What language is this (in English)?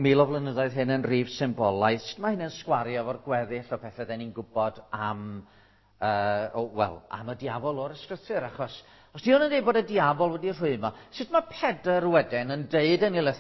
Welsh